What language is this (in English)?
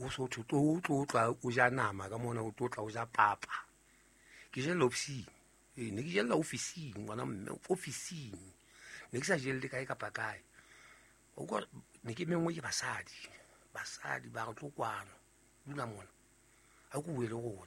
Southern Sotho